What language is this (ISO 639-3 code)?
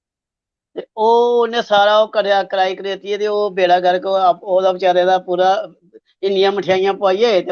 doi